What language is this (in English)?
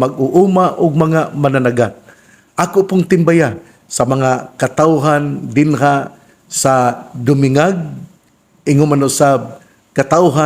Cebuano